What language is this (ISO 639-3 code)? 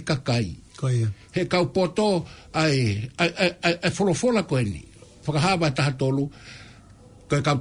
ton